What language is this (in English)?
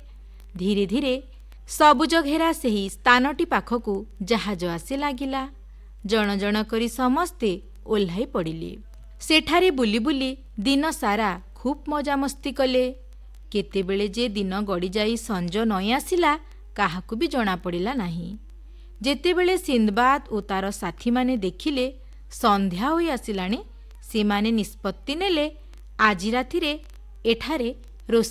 Odia